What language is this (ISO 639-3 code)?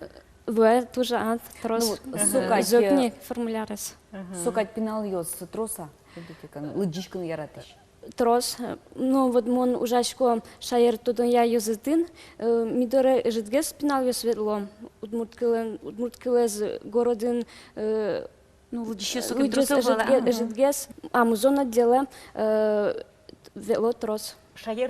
udm